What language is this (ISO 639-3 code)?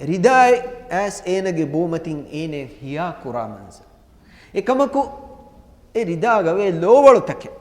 div